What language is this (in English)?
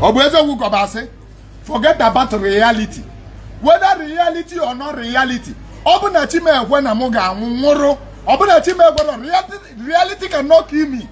Igbo